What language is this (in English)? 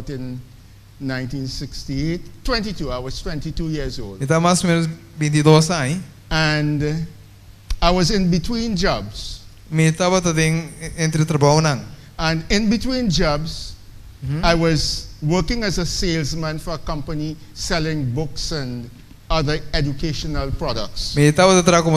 Papiamento